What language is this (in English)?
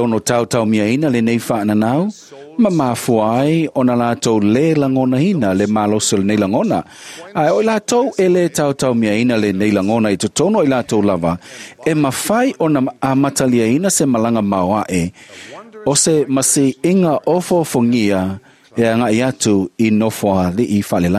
Samoan